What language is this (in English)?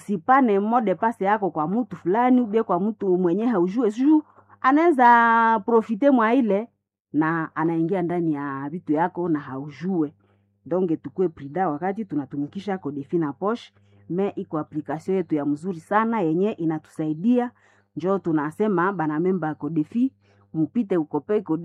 Swahili